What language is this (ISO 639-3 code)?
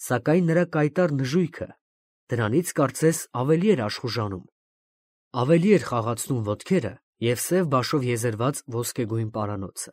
hye